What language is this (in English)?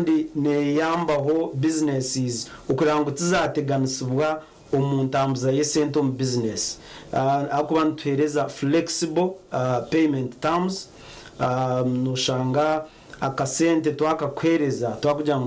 Nyankole